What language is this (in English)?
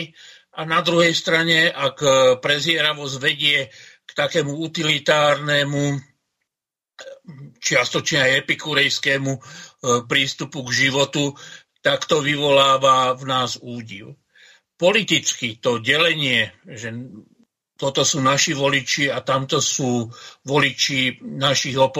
Slovak